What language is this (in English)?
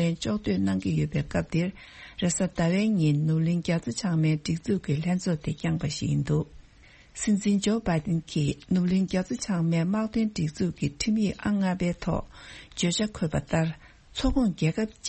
Tibetan